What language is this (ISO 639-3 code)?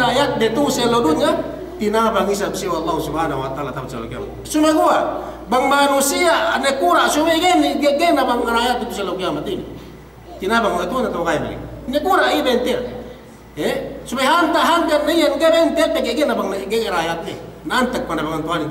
yka